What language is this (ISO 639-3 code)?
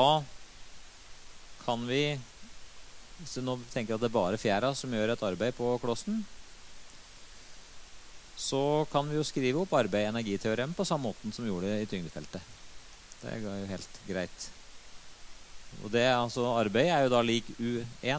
nor